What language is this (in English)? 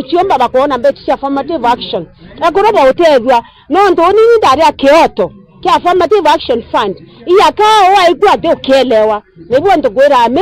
Meru